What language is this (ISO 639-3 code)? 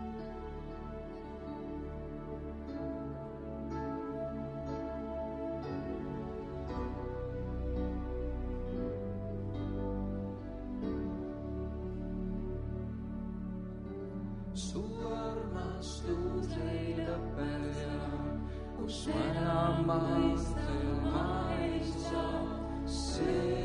est